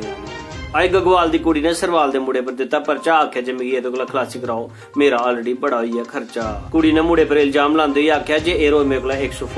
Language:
Dogri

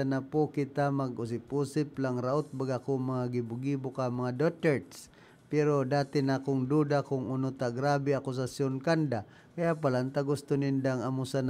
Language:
Bikol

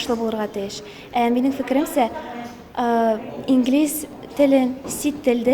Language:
Bashkir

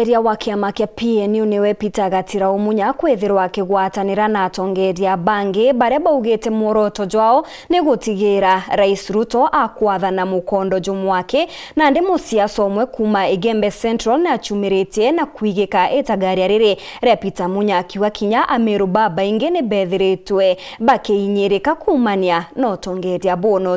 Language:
Meru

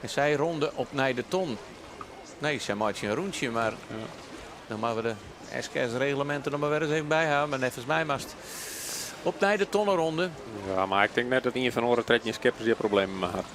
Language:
Western Frisian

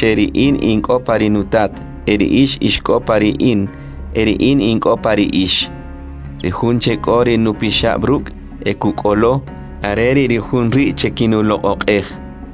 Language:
Kʼicheʼ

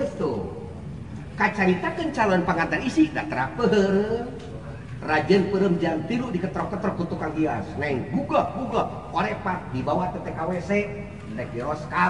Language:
Sundanese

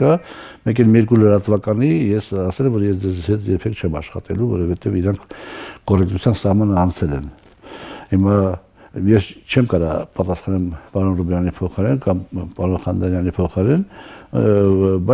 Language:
Armenian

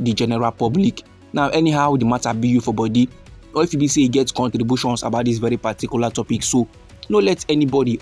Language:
Nigerian Pidgin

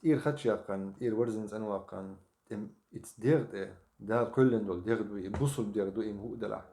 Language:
Chechen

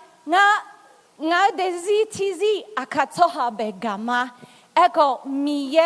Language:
Akha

